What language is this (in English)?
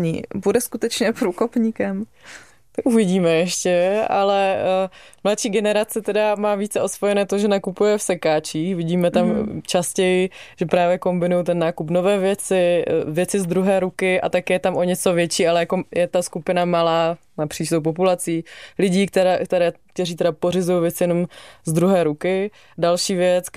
Czech